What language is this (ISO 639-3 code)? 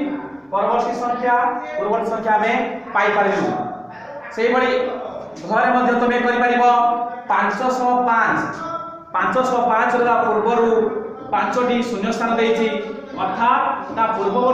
ori